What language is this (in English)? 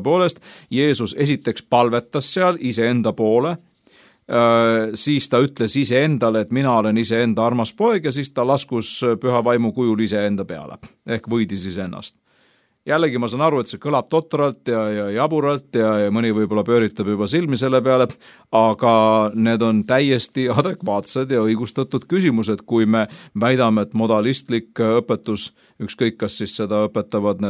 Estonian